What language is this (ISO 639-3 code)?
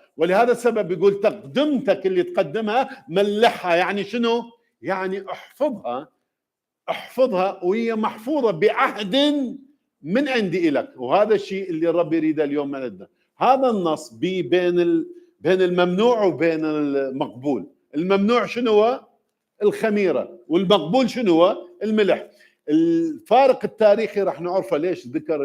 acm